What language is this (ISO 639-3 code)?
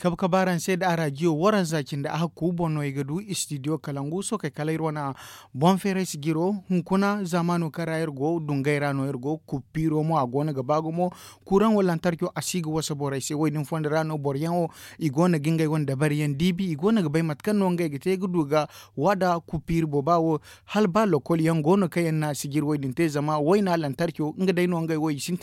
dje